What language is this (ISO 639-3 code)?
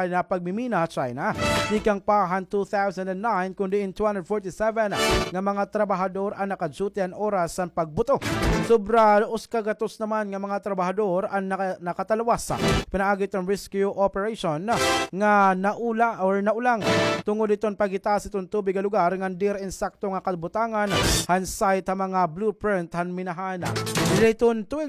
war